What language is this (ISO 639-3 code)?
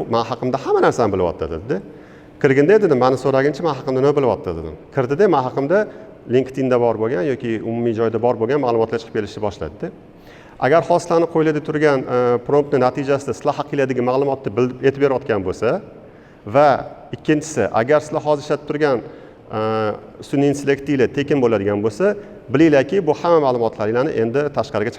uzb